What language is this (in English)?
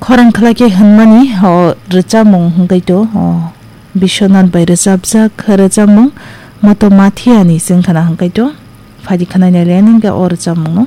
Kok Borok